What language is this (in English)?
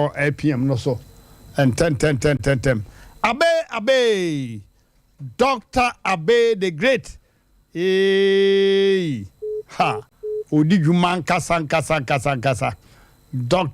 Akan